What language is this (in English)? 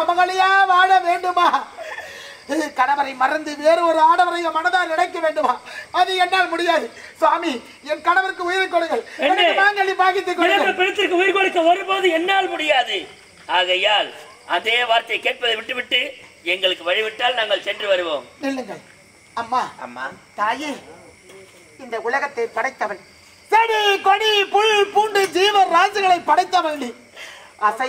Tamil